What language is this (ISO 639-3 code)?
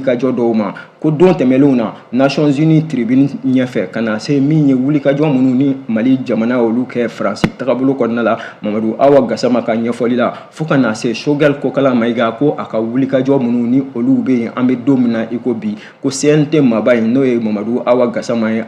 bam